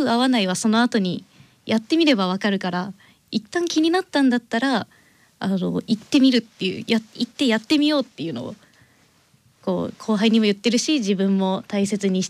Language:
Japanese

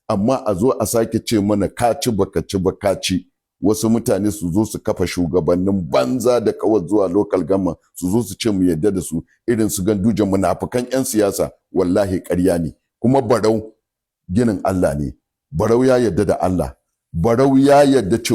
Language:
Hausa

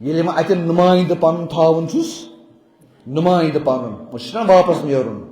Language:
Kashmiri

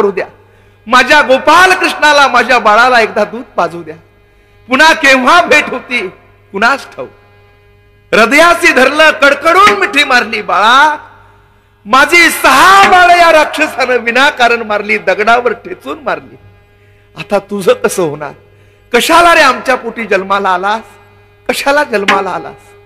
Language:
Marathi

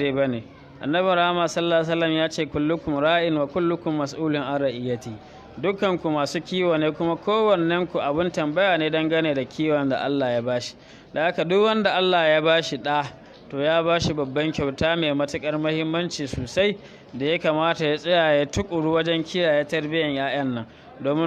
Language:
Hausa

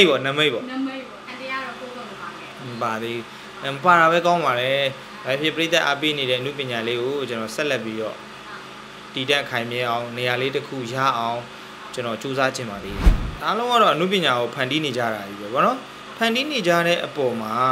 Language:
Burmese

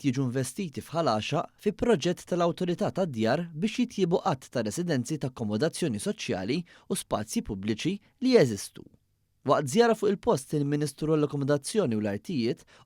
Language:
Maltese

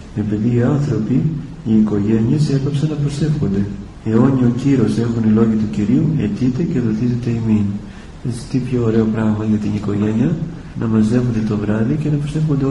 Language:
Greek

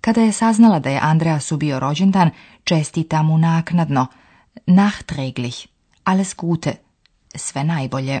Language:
Slovenian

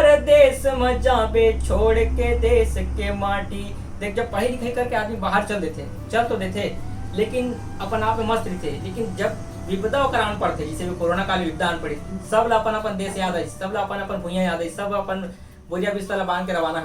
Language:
Chhattisgarhi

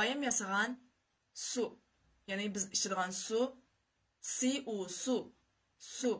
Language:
Uyghur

